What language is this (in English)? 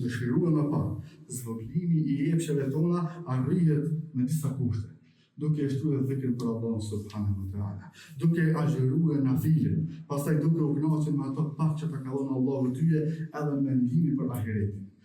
Albanian